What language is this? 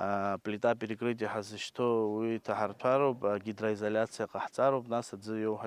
Abkhazian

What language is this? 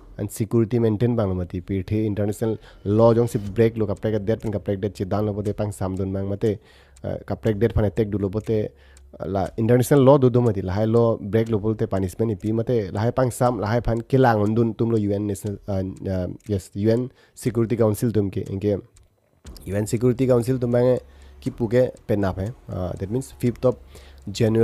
Karbi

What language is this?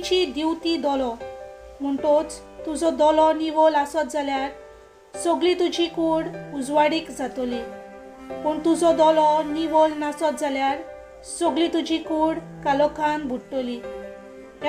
Konkani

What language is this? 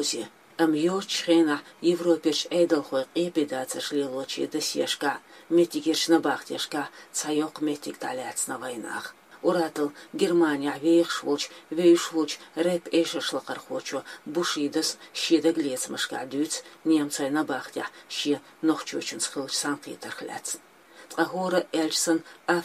Chechen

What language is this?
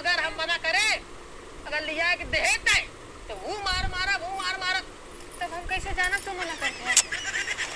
Awadhi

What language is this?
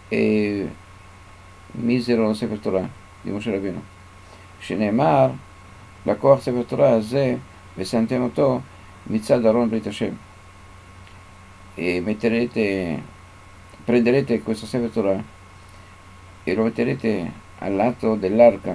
Italian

